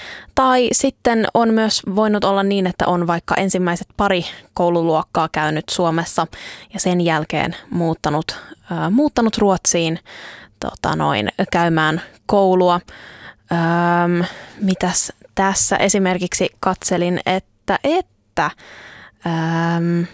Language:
Finnish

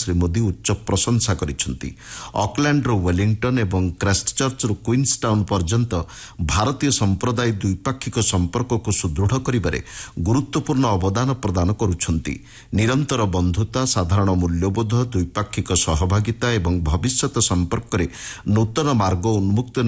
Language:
Odia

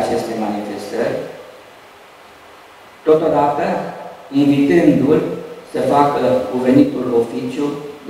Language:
Romanian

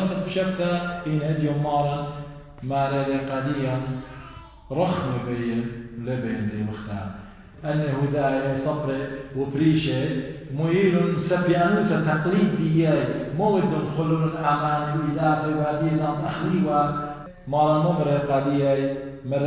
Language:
Assyrian Neo-Aramaic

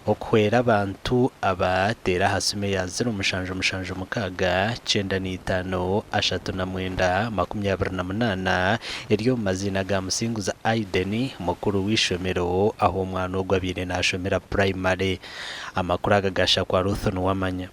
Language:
Nyankole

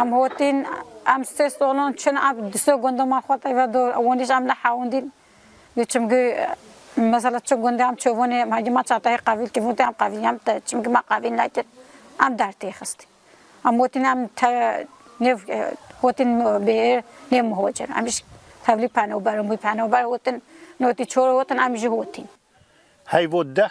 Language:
Kurdish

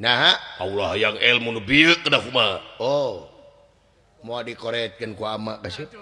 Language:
Sundanese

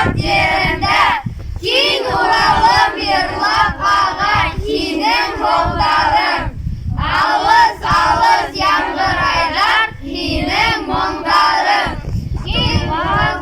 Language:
Bashkir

